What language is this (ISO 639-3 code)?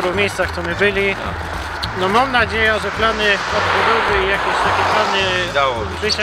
szl